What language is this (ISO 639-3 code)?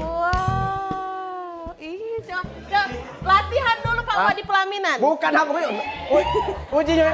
mui